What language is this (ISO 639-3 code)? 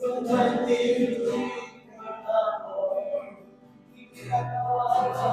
cym